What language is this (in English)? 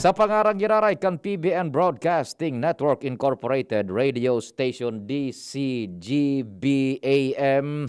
Bikol